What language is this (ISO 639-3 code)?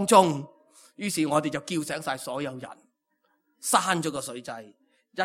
yue